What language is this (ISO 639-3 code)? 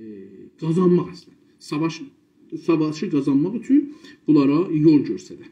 azb